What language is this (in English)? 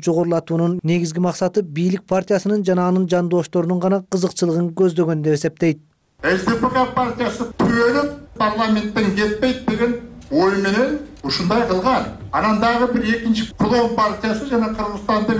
Kyrgyz